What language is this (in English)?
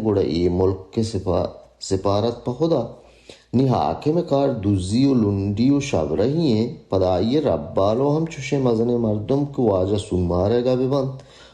Baluchi